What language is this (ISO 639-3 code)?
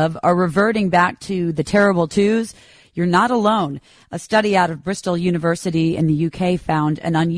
eng